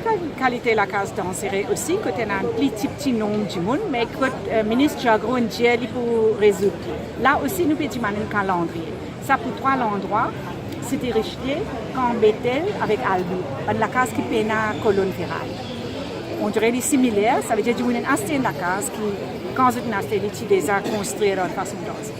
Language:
Morisyen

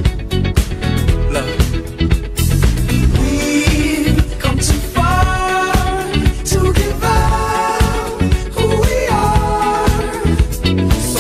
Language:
Italian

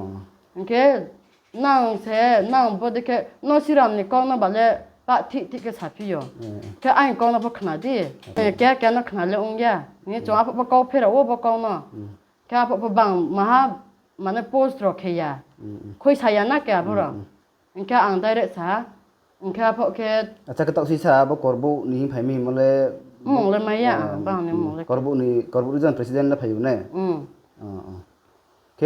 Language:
Riang (India)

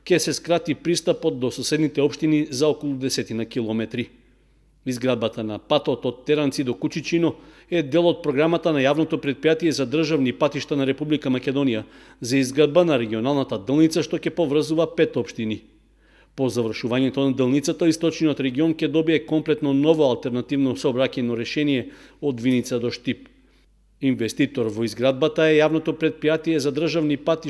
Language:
Macedonian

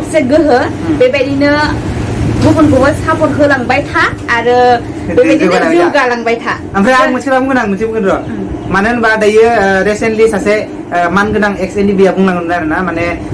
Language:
Bodo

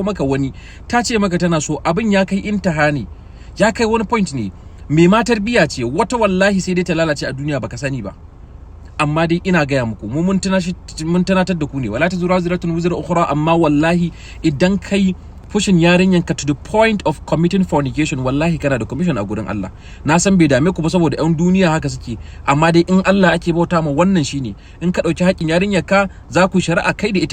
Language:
Hausa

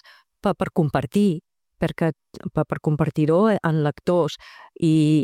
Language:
Catalan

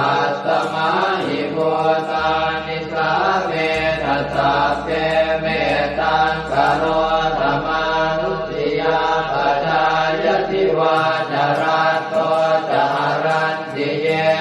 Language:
Pali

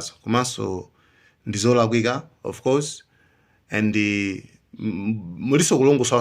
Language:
Nyanja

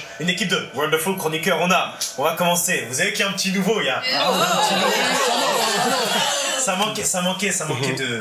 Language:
French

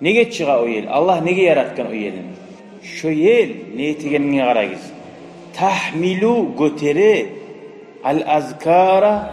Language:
Kumyk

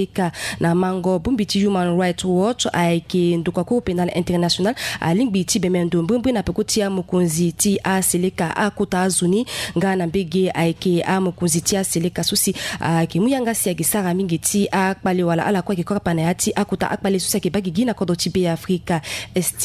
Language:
Sango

